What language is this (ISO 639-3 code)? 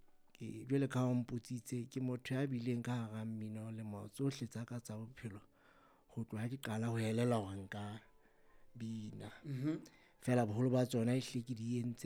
sot